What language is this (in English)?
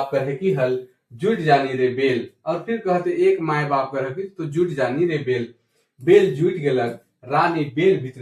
Sadri